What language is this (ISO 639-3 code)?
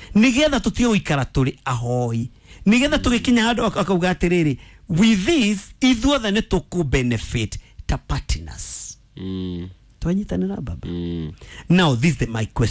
kik